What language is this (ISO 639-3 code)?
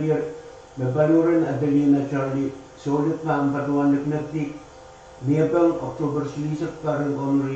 pon